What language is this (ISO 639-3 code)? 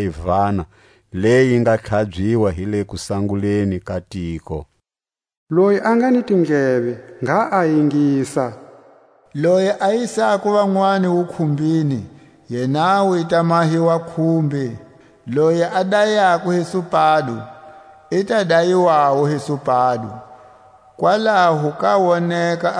tsc